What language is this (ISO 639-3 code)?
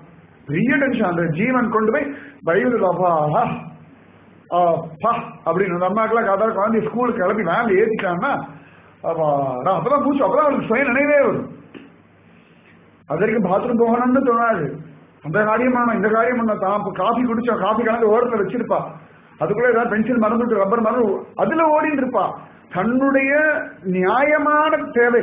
tam